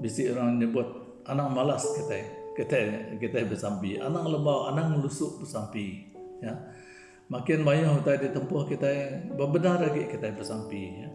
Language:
Iban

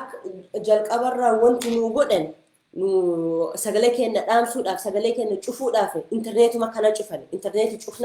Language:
Oromo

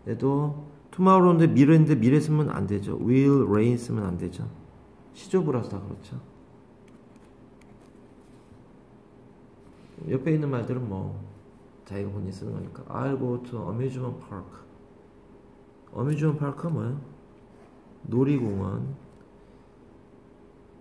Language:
Korean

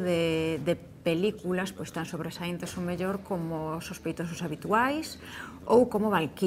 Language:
Galician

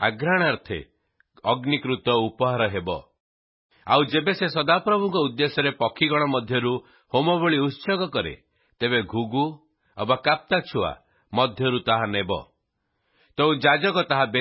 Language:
Odia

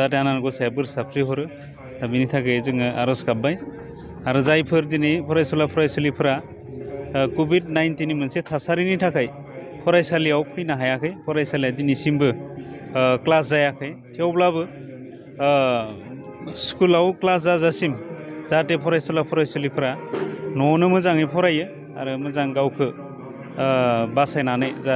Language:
Bodo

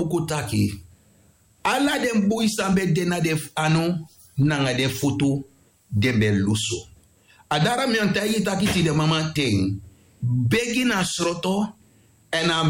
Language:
Sranan Tongo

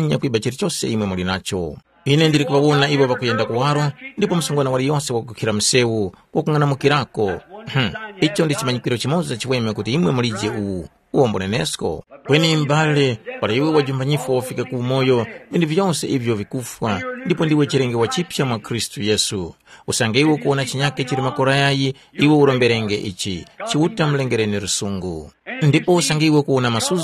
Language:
Tumbuka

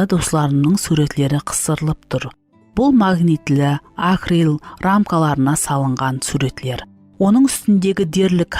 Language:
Kara-Kalpak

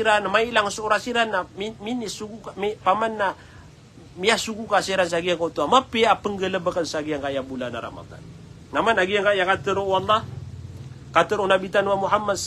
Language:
Maranao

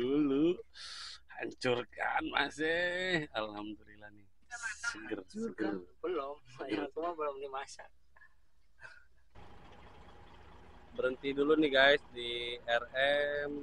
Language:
Indonesian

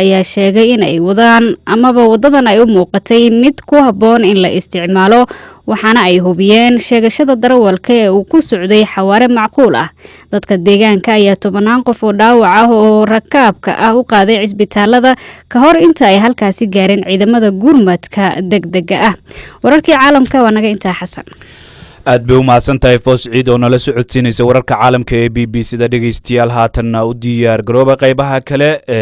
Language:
Somali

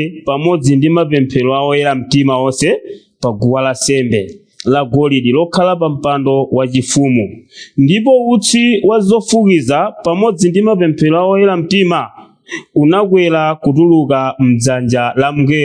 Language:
Nyanja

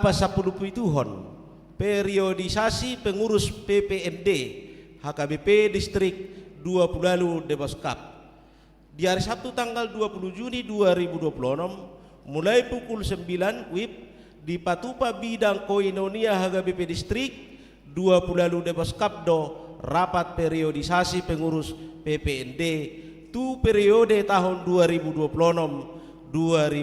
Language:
Batak Toba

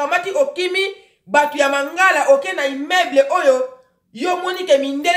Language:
Lingala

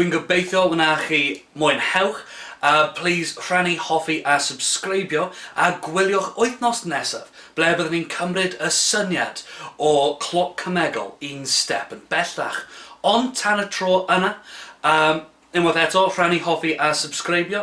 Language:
Welsh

